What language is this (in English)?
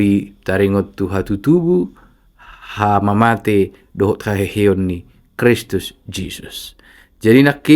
Batak Toba